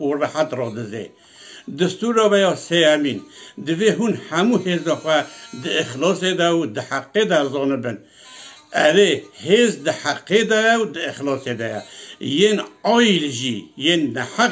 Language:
Kurdish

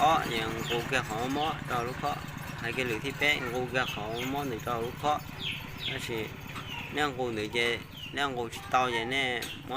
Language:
Hmong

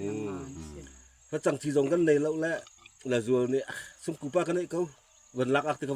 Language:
Falam Chin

